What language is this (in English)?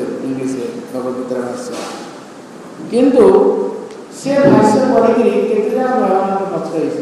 Odia